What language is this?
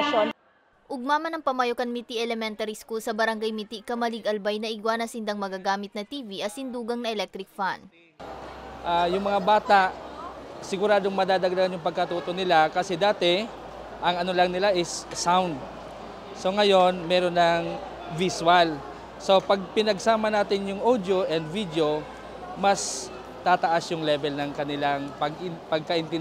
Bikol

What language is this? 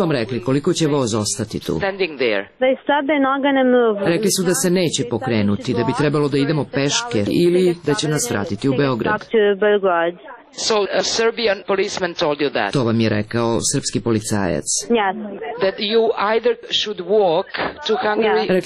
Serbian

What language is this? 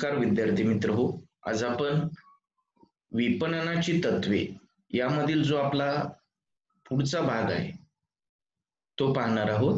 Marathi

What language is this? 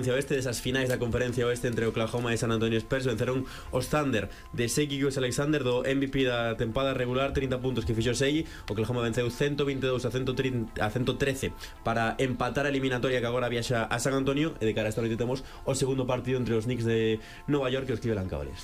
Galician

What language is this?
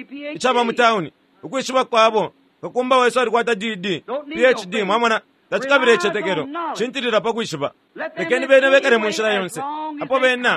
Bemba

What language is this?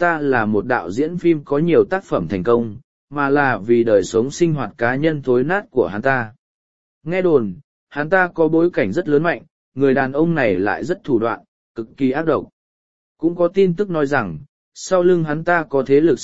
Vietnamese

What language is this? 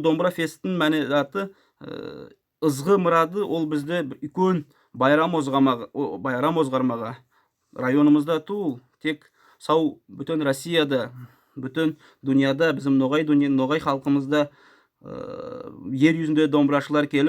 Nogai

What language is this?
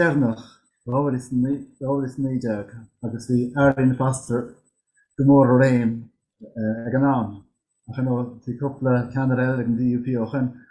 Irish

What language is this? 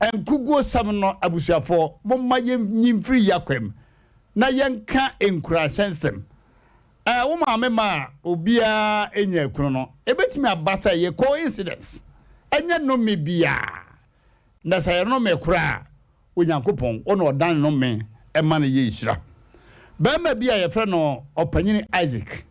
Akan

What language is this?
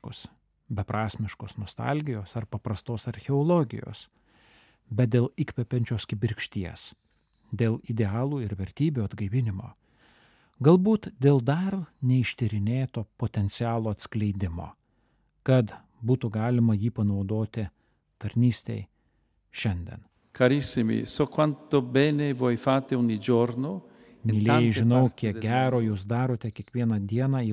Lithuanian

